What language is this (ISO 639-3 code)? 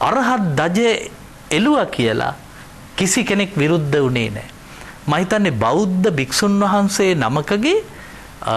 sin